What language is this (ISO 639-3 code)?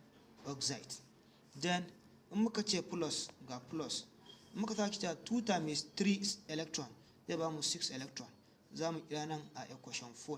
hau